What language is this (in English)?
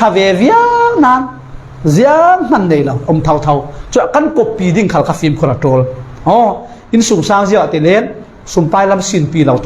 Falam Chin